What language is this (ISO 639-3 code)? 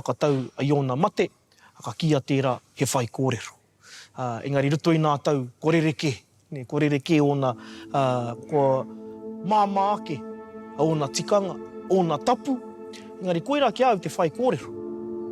mri